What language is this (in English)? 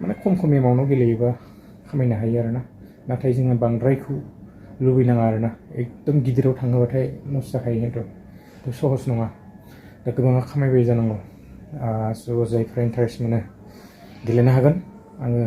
Bodo